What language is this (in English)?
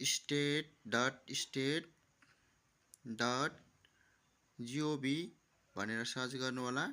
Nepali